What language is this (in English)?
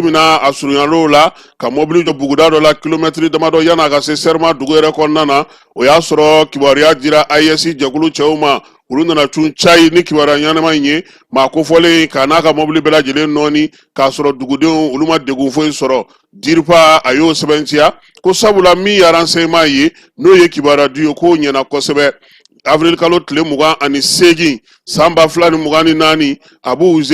Bambara